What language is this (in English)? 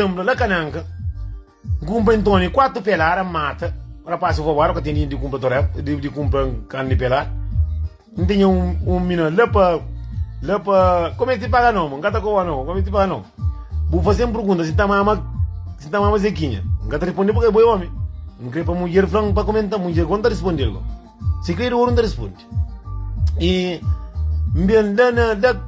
Kabuverdianu